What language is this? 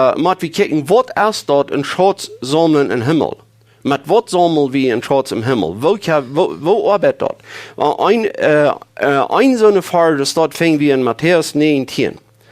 Plautdietsch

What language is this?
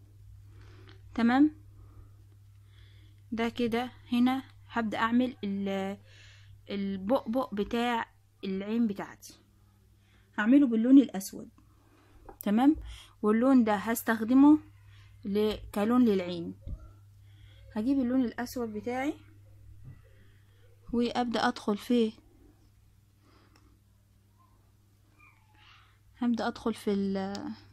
Egyptian Arabic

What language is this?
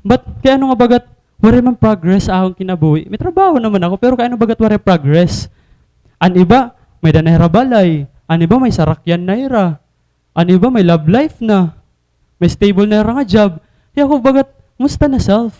Waray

